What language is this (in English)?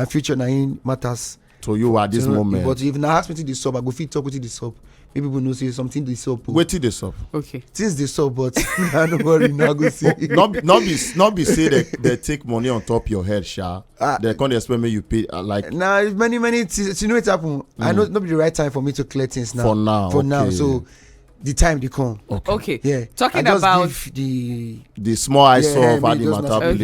Nigerian Pidgin